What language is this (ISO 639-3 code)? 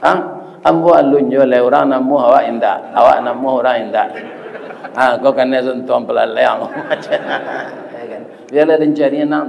min